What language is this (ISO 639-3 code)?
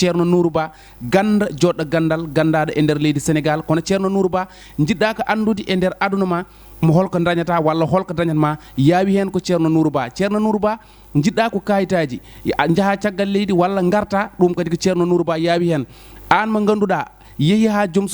ful